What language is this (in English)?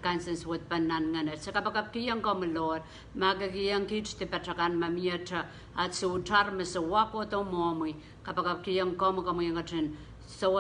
Pohnpeian